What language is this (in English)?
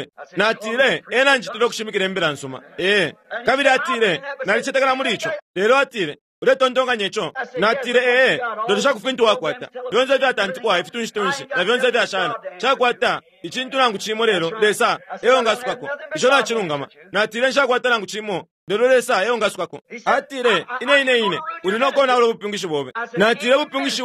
Bemba